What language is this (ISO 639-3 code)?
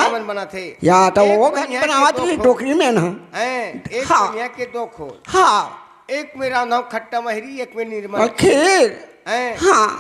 hne